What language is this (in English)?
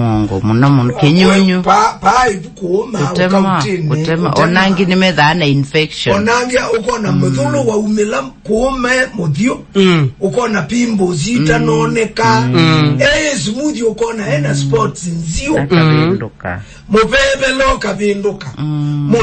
Kamba